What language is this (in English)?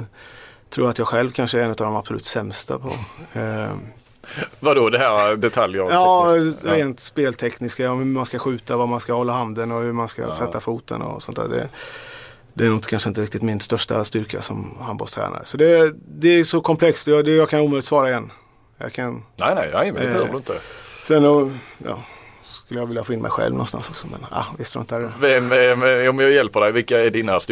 Swedish